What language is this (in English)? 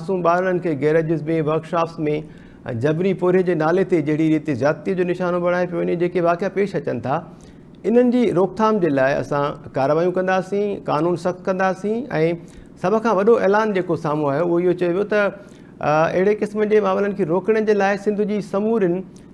Sindhi